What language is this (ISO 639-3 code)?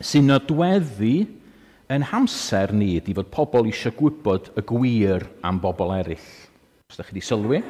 cym